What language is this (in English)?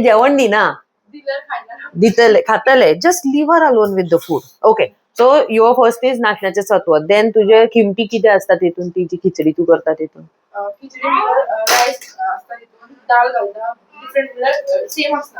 Konkani